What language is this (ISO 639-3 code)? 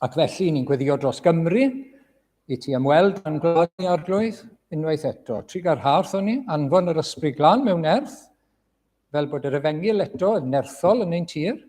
cym